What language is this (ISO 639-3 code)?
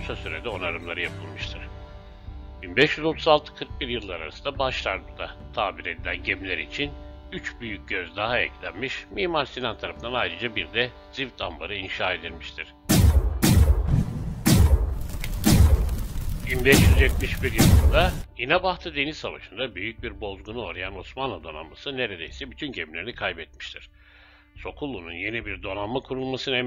tur